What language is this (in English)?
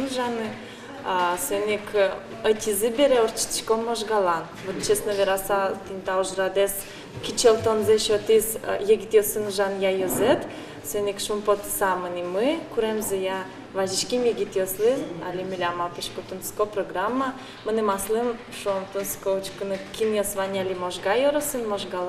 Udmurt